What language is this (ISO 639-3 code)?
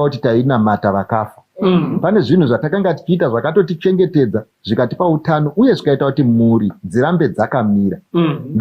sna